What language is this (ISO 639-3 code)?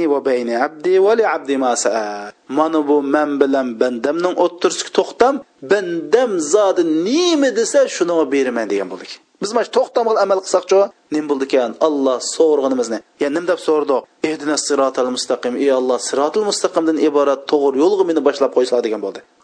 uig